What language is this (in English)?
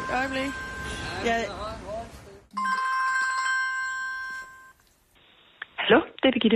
Danish